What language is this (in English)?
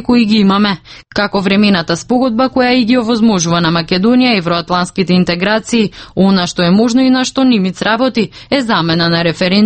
Macedonian